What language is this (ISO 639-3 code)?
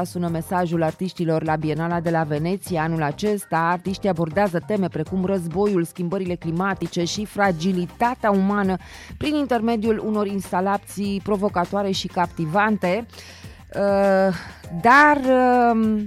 ron